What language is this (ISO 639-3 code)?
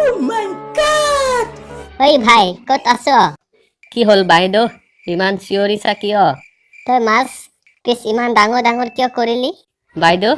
asm